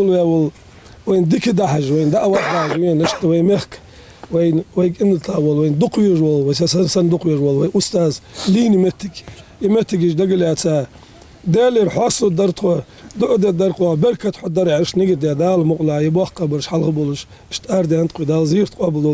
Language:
Ingush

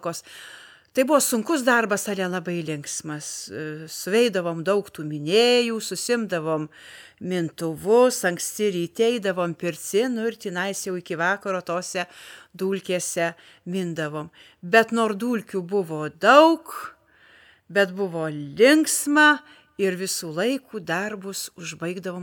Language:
Lithuanian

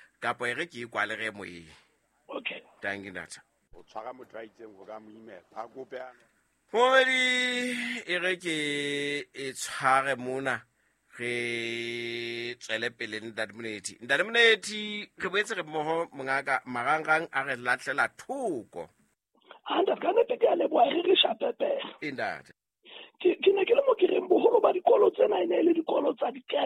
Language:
Southern Sotho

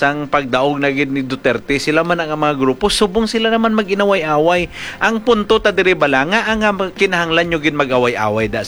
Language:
Hiligaynon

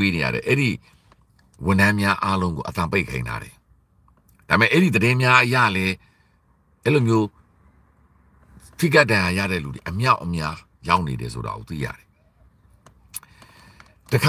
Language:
Burmese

